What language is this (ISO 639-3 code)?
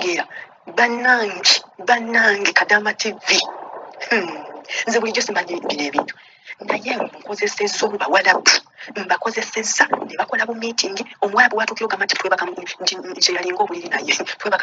lug